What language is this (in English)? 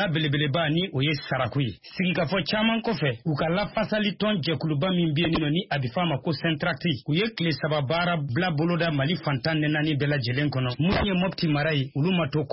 Bambara